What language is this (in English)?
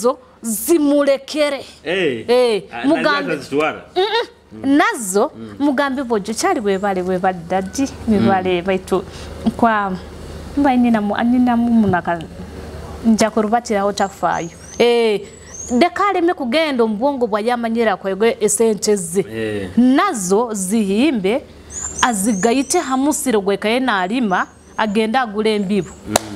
Nyoro